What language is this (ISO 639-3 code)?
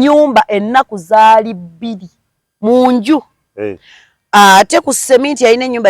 lug